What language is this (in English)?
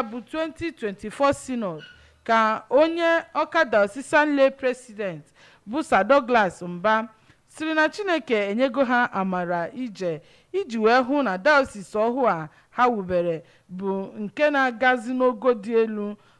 Igbo